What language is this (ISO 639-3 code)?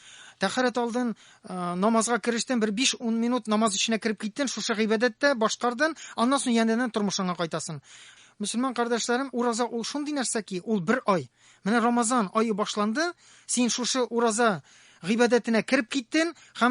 tat